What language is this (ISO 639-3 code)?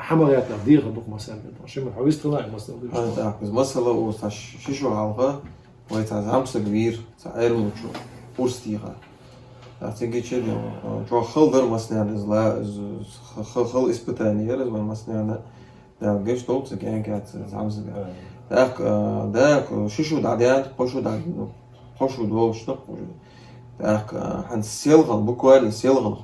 che